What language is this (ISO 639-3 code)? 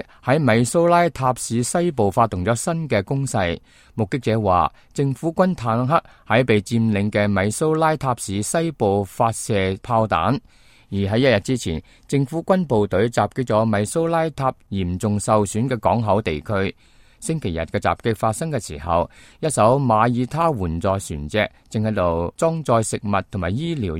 yue